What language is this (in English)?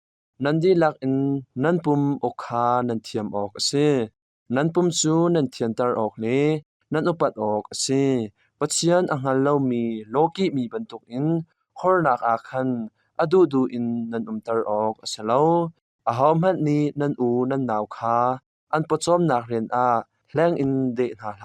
Hakha Chin